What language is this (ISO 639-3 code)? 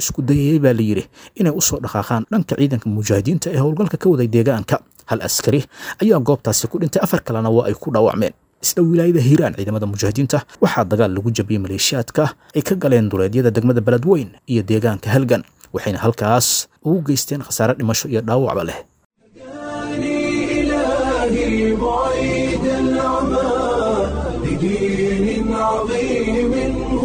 som